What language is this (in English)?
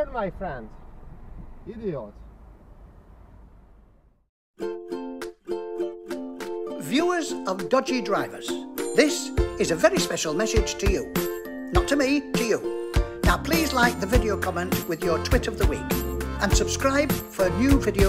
English